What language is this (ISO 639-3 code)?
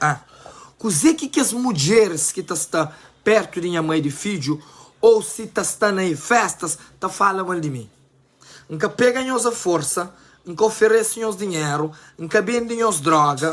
kea